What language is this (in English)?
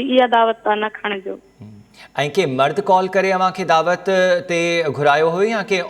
Sindhi